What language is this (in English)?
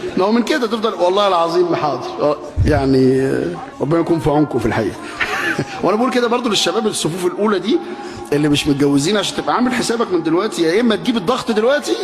Egyptian Arabic